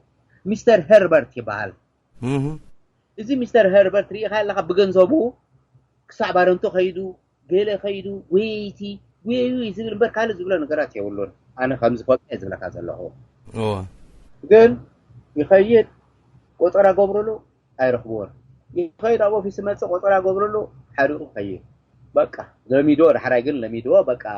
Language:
Tigrinya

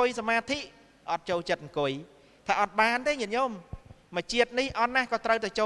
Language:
Khmer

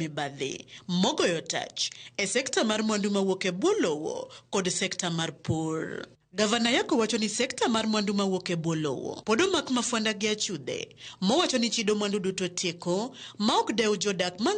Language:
Luo (Kenya and Tanzania)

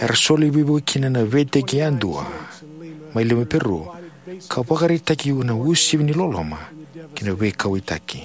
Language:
Fijian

